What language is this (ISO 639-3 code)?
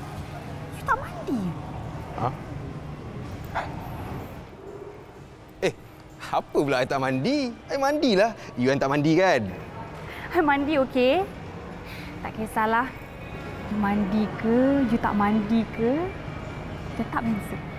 msa